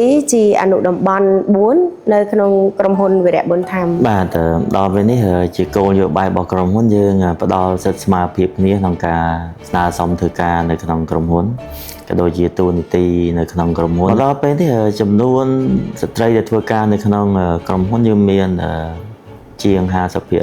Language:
Khmer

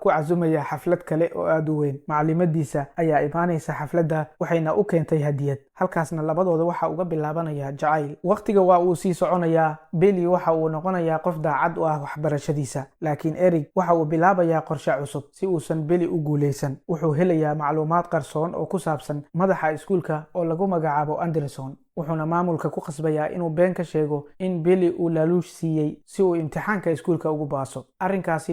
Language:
Somali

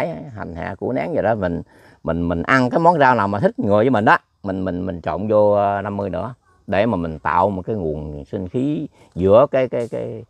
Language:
Vietnamese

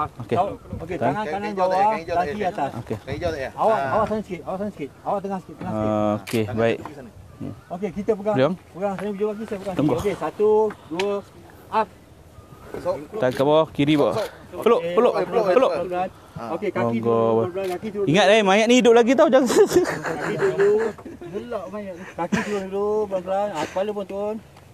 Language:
Malay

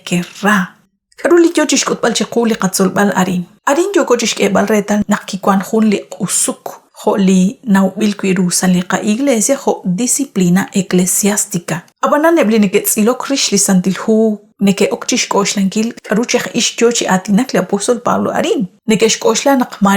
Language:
Kekchí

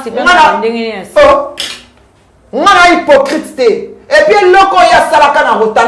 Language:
Lingala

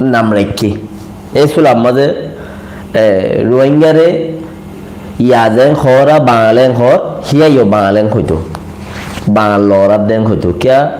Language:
Rohingya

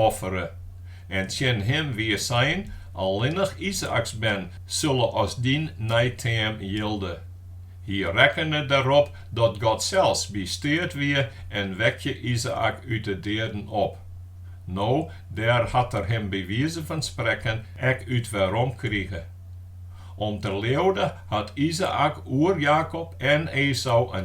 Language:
Western Frisian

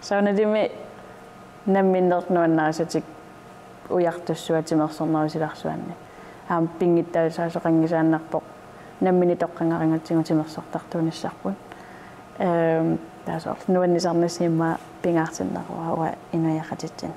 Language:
Kalaallisut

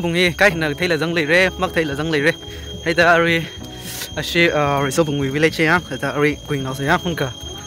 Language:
Tangkhul Naga (India)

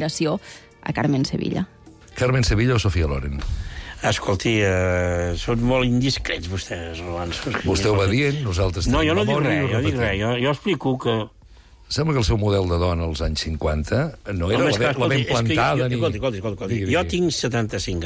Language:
Catalan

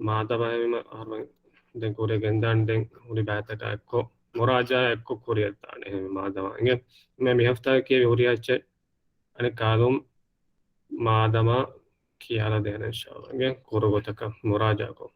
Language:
Divehi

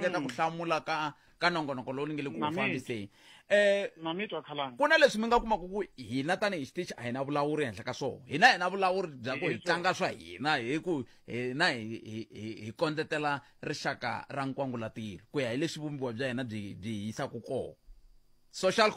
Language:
Tsonga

